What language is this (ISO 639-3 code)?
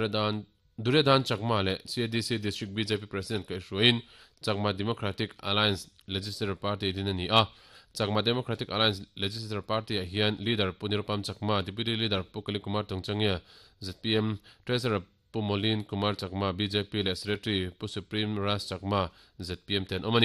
lus